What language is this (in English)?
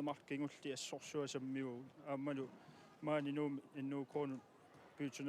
Kalaallisut